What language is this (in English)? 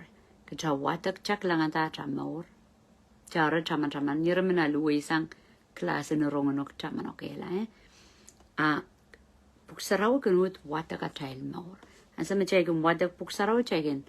Pohnpeian